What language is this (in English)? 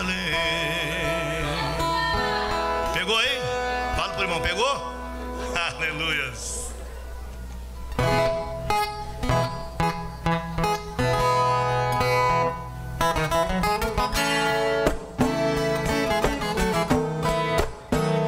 Portuguese